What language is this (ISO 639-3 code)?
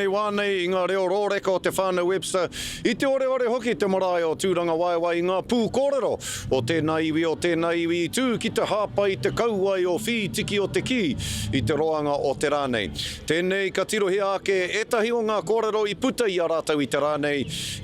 mri